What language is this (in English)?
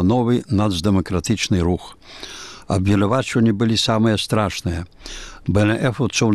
Belarusian